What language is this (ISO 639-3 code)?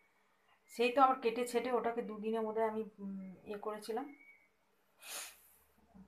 ben